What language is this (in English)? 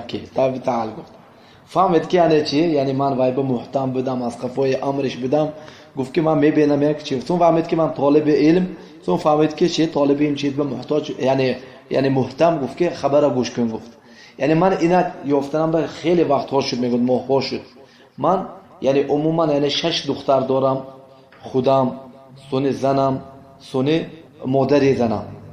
Tajik